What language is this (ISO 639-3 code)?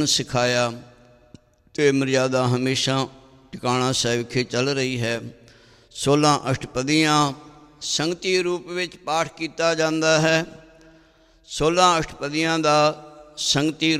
pan